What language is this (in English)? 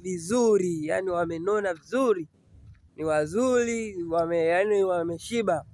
Swahili